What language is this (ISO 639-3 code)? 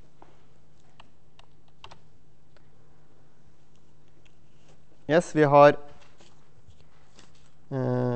nor